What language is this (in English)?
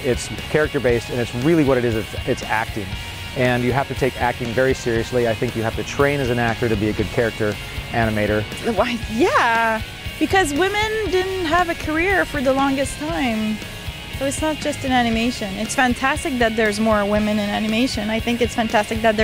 English